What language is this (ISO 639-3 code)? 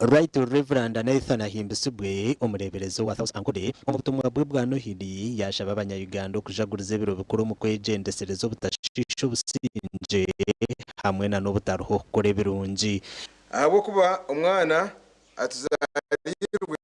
nyn